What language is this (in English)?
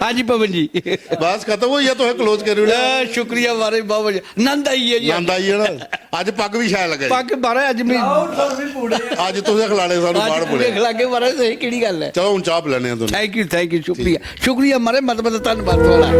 Dogri